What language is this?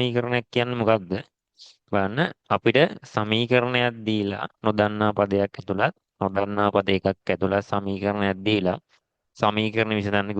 Sinhala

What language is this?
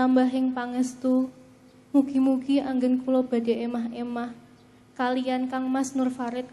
Javanese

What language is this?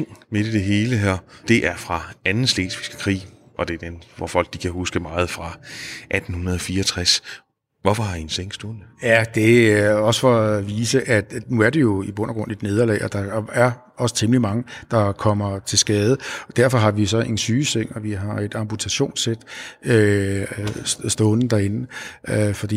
Danish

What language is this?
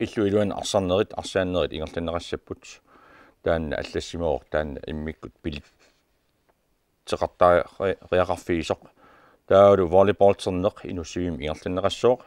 Kalaallisut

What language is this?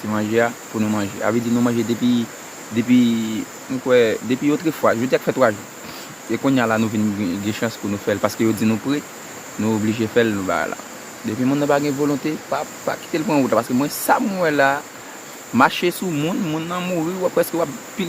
Haitian Creole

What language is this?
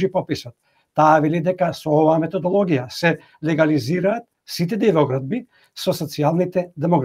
Macedonian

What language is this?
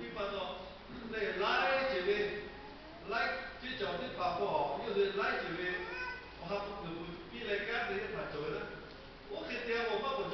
Lahu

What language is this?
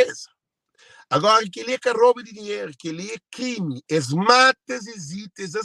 Kabuverdianu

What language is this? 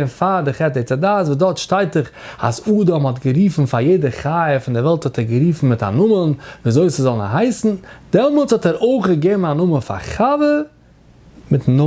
Yiddish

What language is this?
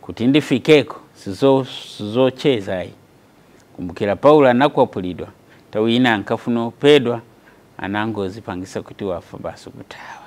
Nyanja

